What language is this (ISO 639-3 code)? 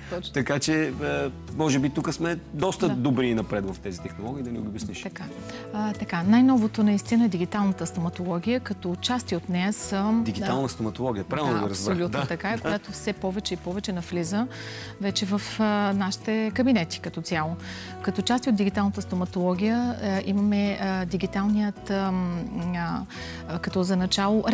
bul